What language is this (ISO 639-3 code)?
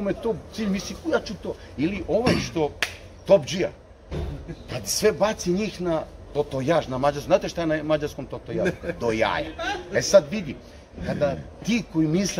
srp